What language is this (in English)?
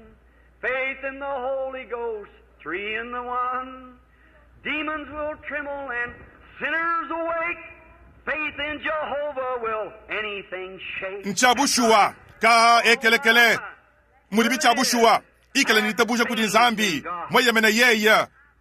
Luba-Lulua